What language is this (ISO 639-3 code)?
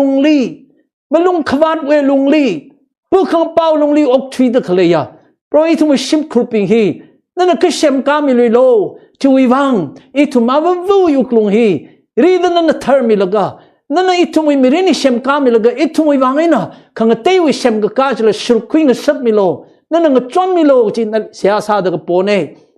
nmf